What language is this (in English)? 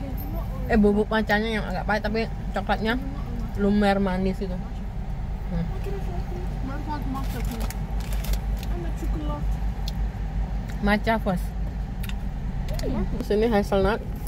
Indonesian